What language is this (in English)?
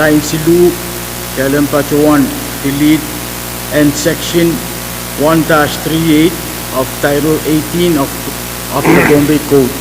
Pohnpeian